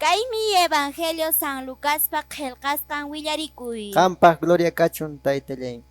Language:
Quechua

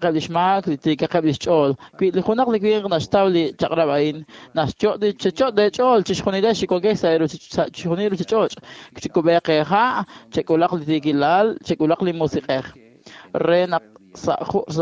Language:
Kekchí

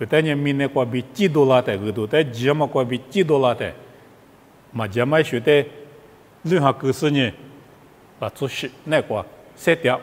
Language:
Lisu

